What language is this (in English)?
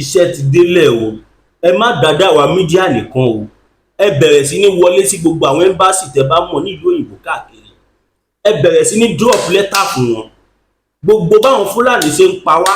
Yoruba